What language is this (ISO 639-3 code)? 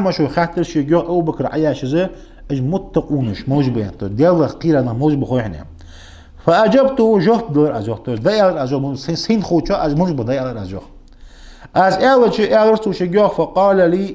inh